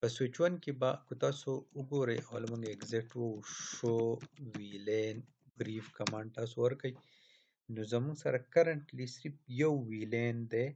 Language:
Pashto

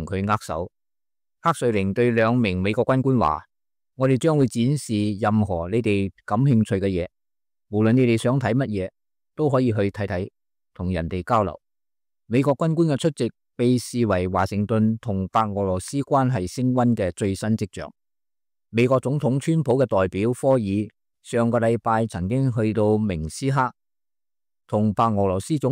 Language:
Cantonese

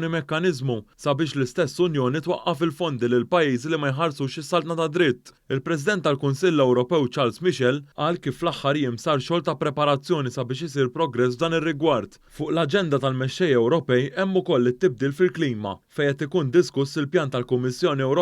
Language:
Maltese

